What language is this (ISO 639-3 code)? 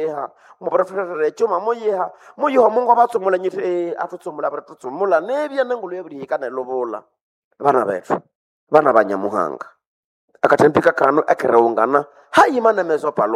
nnb